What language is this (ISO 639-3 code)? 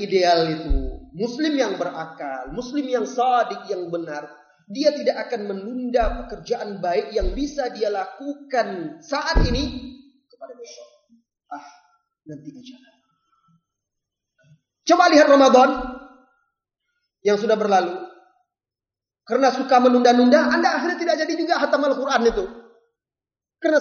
ind